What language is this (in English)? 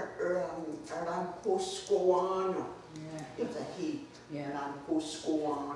Mohawk